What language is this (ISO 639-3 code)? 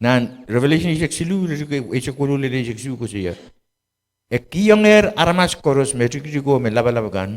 pon